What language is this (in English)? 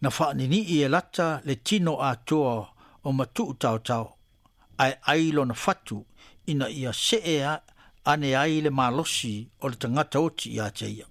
Samoan